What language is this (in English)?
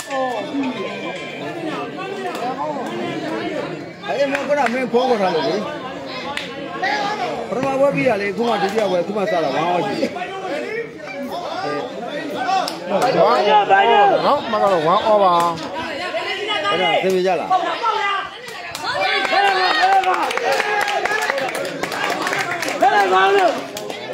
Burmese